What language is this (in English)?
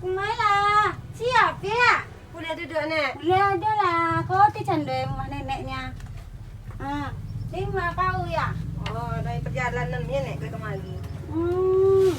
Minangkabau